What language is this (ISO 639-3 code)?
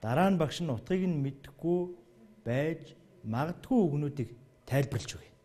mon